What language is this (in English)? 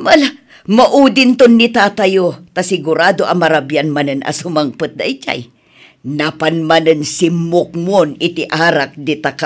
Iloko